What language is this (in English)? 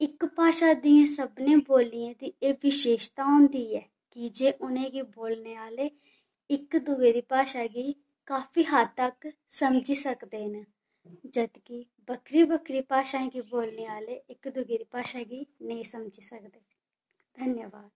Dogri